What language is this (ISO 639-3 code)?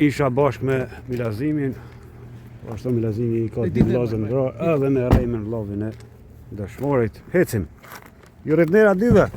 sqi